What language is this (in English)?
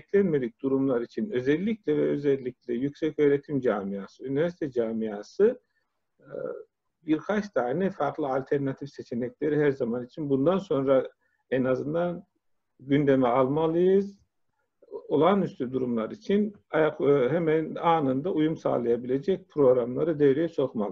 Turkish